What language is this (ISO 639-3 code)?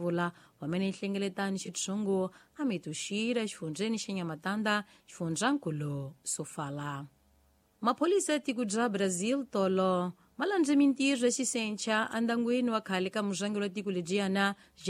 tso